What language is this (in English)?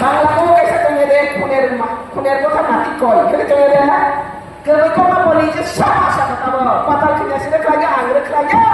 Riang (India)